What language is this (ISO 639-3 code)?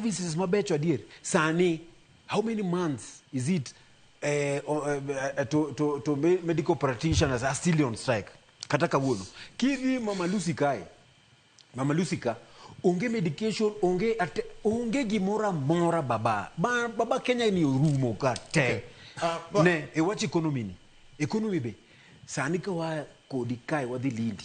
luo